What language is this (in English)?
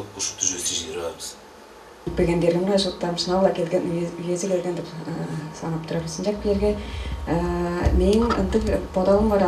Tuvinian